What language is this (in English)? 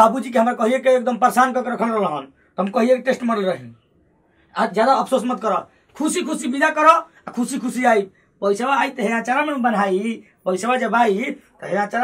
Bhojpuri